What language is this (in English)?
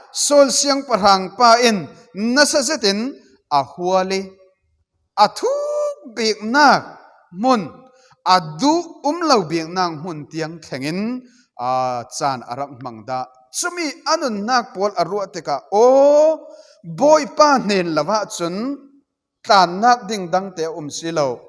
Falam Chin